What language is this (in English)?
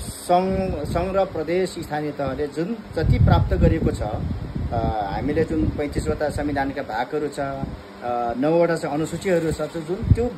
Nepali